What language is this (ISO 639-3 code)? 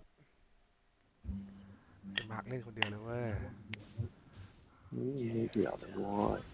tha